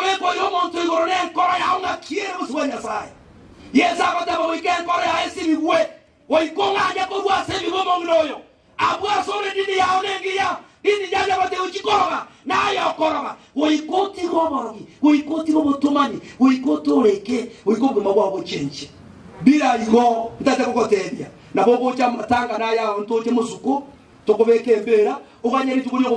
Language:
Gusii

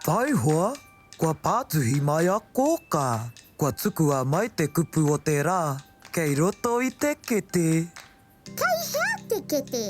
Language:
Māori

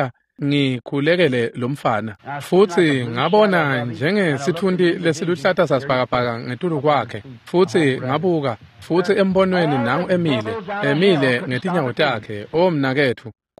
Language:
Swati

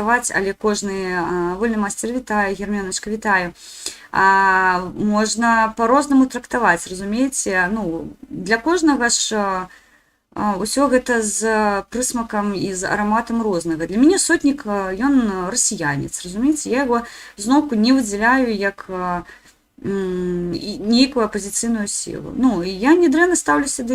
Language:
Belarusian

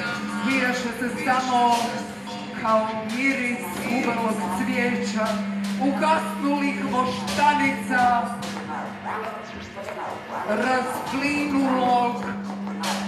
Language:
Croatian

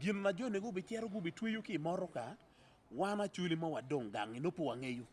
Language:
Acoli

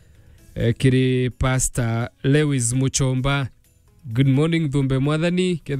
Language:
Meru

